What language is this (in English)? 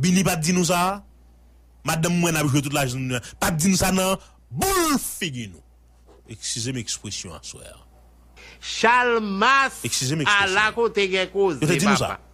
Haitian Creole